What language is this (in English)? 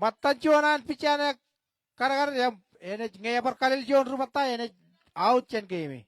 Marshallese